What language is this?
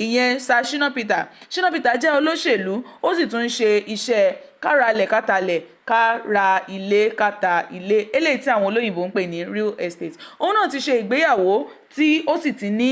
Yoruba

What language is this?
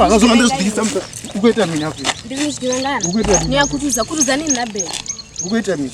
Venda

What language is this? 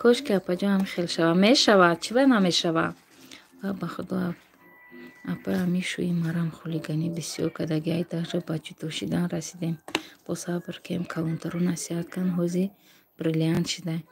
Tajik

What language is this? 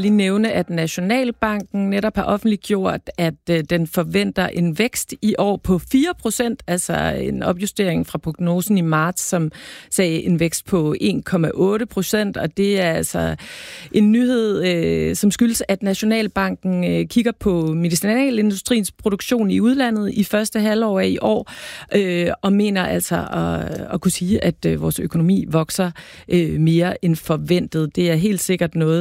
Danish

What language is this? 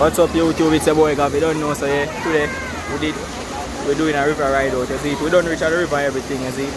Jamaican Creole English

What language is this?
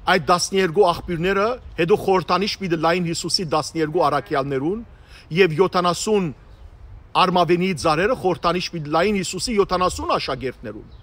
Western Armenian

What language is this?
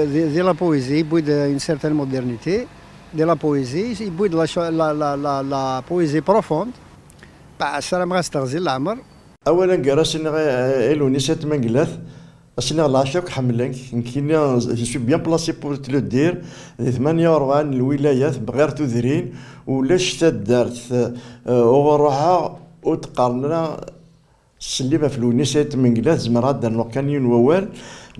Kabyle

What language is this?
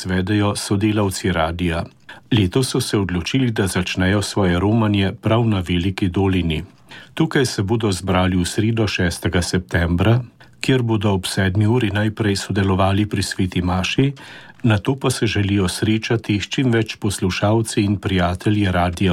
Slovenian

